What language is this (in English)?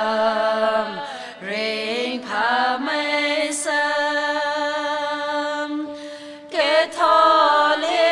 Tangkhul Naga (India)